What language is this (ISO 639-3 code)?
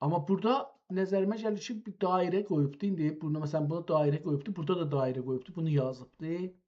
azb